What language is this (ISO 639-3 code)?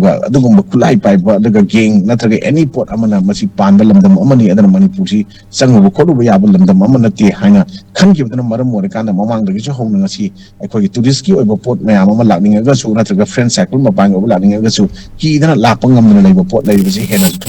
mni